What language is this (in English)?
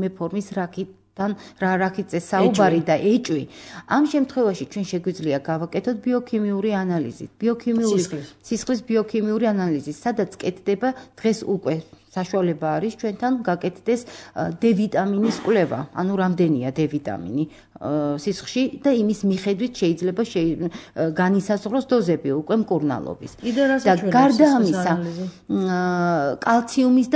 Georgian